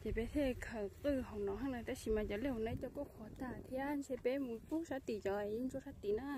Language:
Hmong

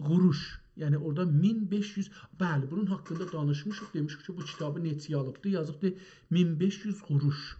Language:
South Azerbaijani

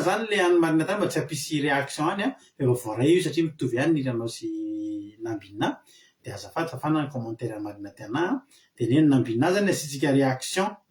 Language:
Malagasy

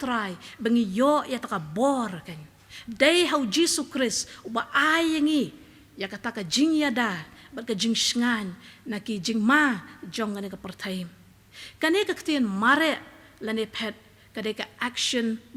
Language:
Khasi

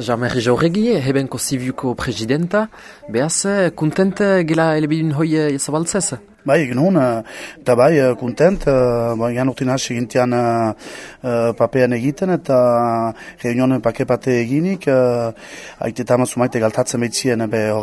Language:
Basque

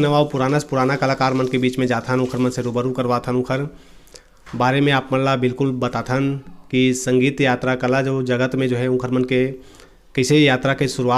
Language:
Chhattisgarhi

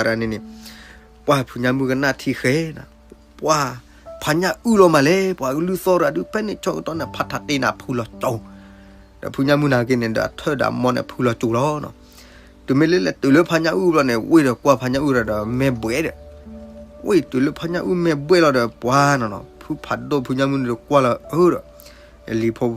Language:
S'gaw Karen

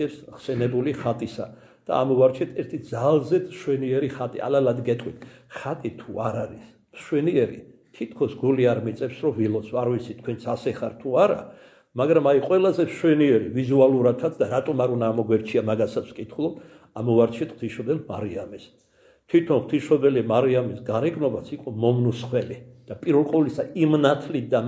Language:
Georgian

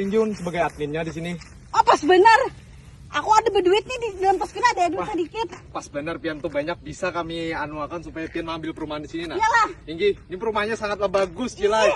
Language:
Banjar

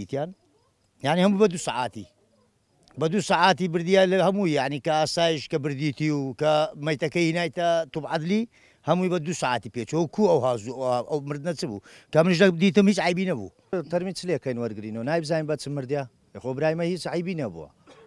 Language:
Central Kurdish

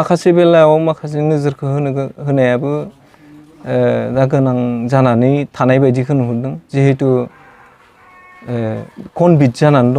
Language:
Bodo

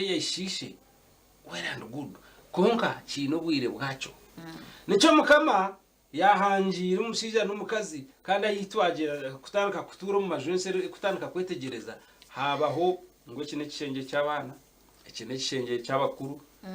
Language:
Nyankole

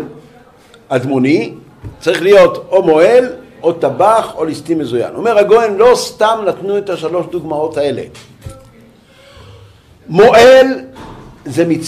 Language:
Hebrew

